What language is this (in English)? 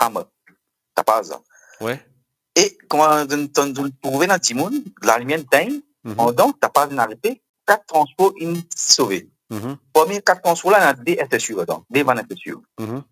Morisyen